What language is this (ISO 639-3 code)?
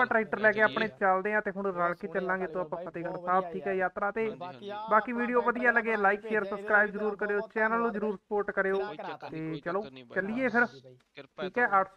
pan